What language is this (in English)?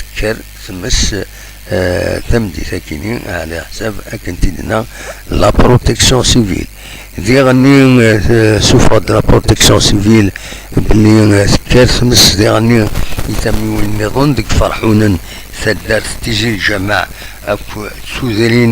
Kabyle